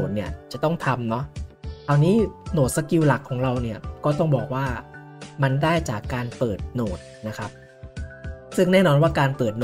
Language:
Thai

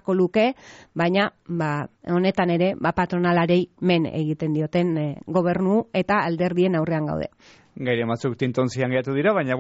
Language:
Basque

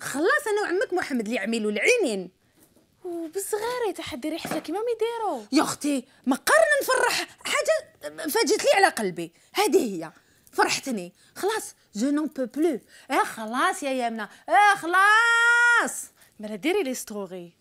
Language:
Algerian Arabic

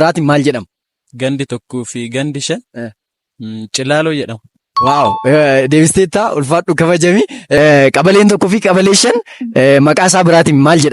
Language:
Oromo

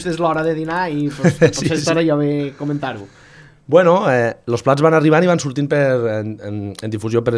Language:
Catalan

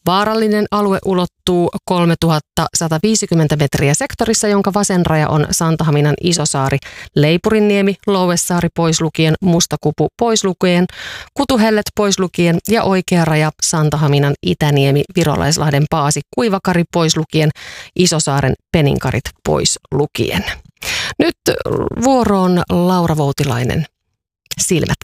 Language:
Finnish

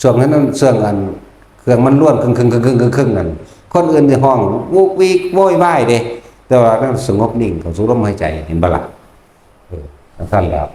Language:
Northeastern Thai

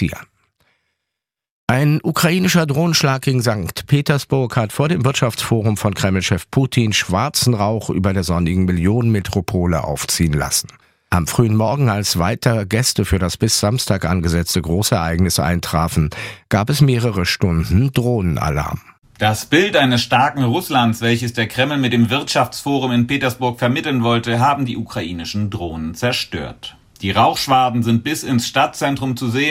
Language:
German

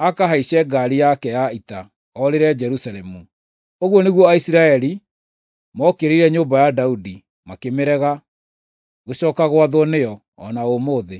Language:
Kikuyu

